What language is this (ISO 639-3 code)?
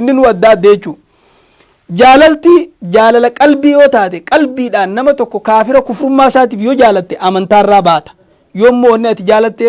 orm